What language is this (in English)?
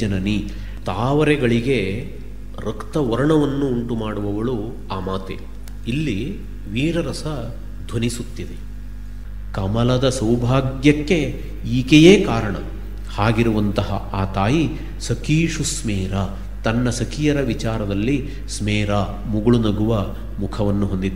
Kannada